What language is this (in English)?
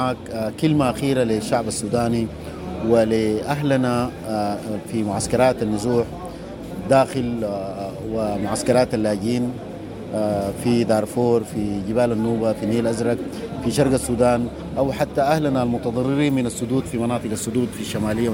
Sudanese Arabic